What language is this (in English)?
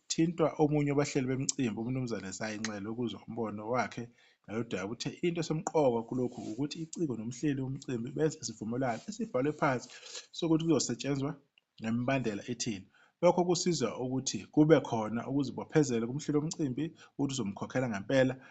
Zulu